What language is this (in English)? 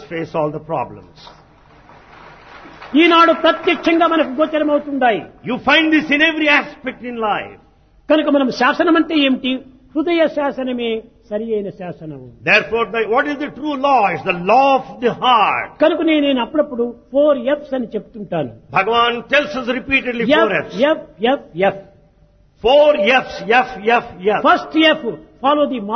Telugu